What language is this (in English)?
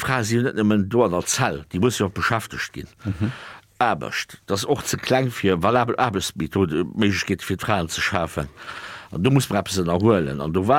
Luxembourgish